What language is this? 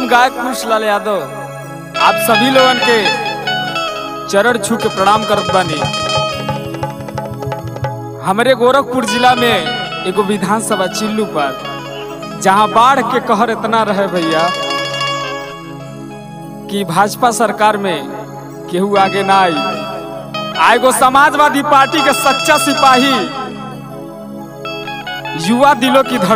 Bhojpuri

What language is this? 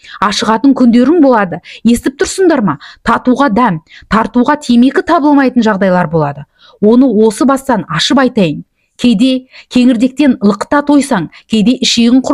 Kazakh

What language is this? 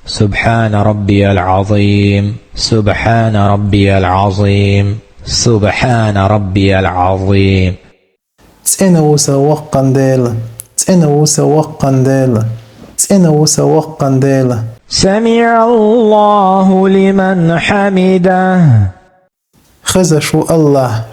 Chechen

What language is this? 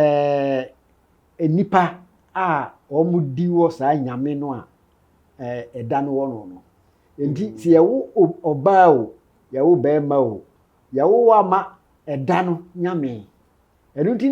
Akan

